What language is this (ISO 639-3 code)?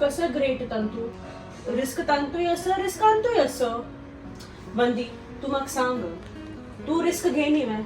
kok